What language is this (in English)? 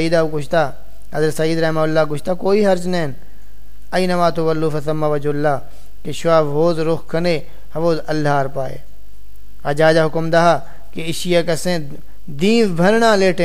Saraiki